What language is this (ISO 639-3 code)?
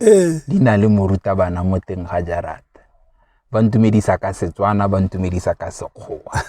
tsn